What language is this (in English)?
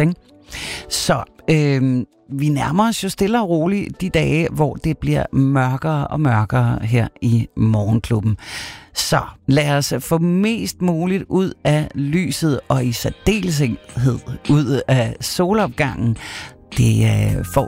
Danish